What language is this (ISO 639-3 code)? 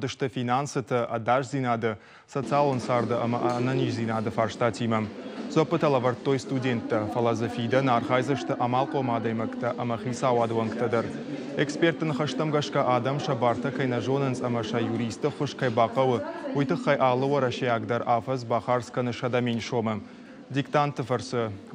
oss